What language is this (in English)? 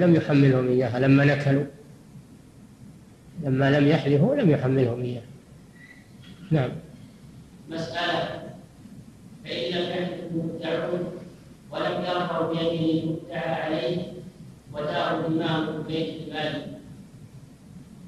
Arabic